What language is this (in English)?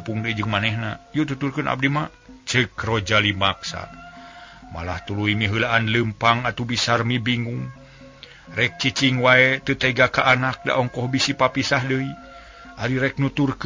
Sundanese